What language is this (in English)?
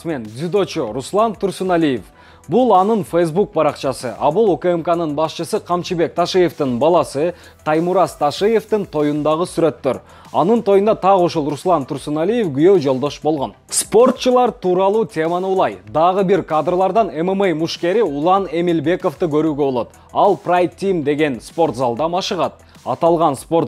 Kyrgyz